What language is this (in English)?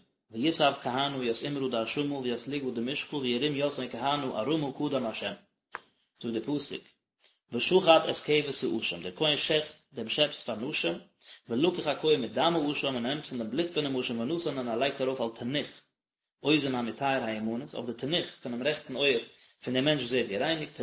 Yiddish